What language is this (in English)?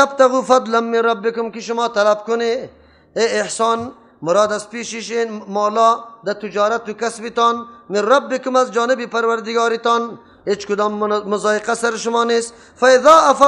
Persian